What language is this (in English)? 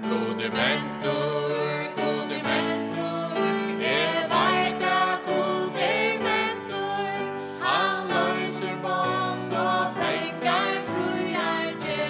Faroese